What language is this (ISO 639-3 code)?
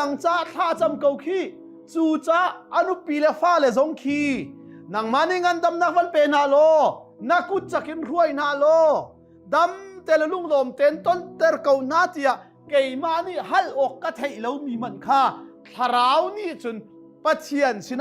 cnh